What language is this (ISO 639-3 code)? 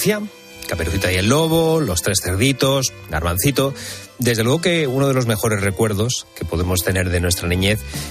spa